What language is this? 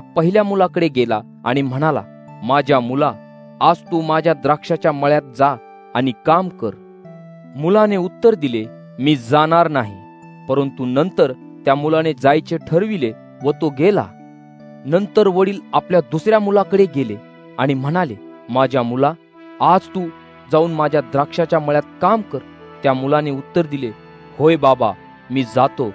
Marathi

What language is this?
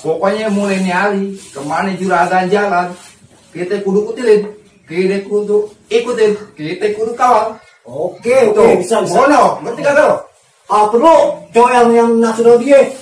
Betawi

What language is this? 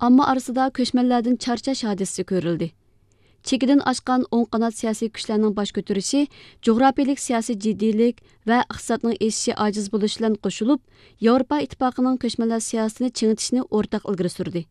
Uyghur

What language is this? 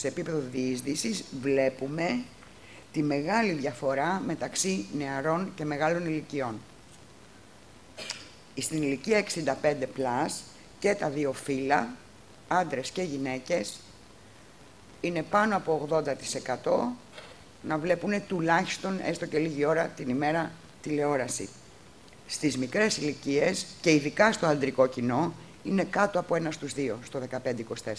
Greek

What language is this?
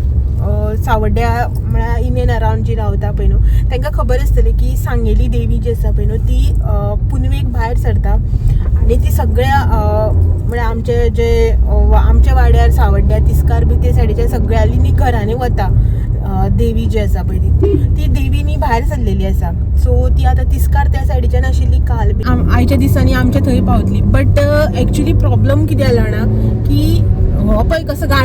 Konkani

